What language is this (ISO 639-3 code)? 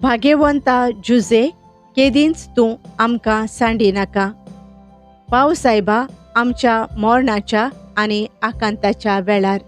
kok